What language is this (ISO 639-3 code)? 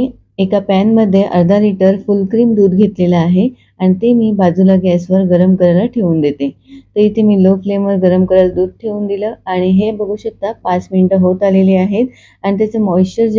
mar